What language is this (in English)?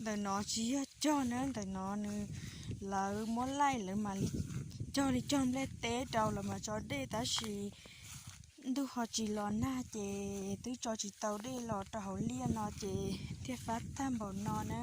Hmong